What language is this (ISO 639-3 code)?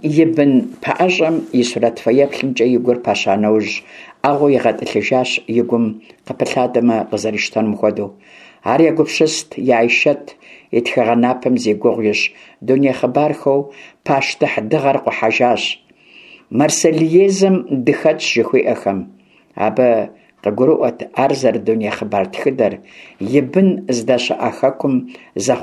kbd